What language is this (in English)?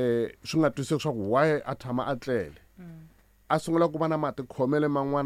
Tsonga